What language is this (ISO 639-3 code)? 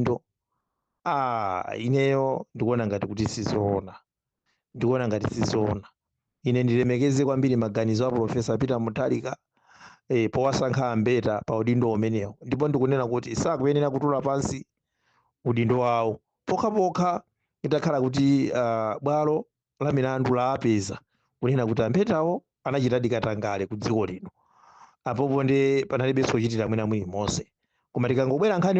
nya